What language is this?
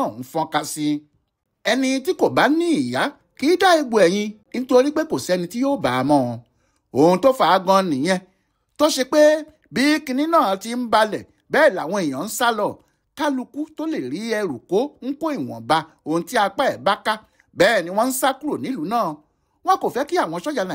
Yoruba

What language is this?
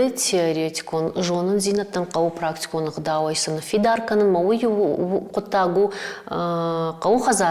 Ossetic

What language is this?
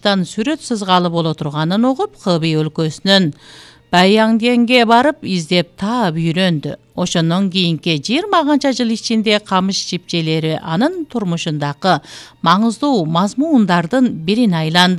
Kyrgyz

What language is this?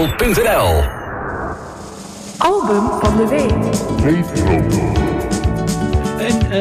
Dutch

